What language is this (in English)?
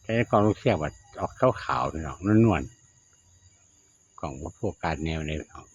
Northeastern Thai